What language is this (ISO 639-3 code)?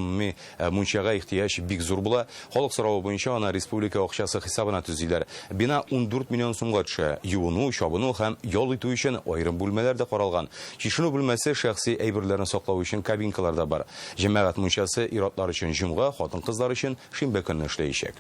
tat